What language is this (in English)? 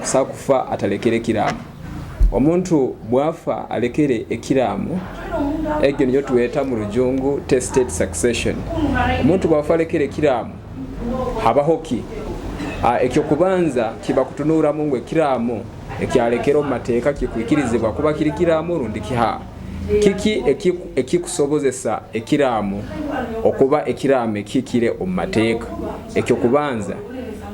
Nyoro